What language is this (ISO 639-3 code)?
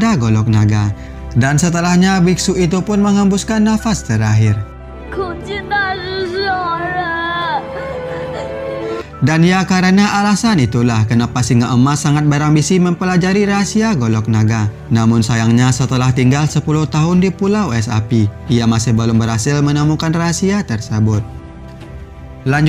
ind